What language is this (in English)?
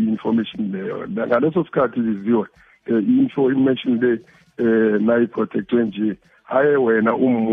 South Ndebele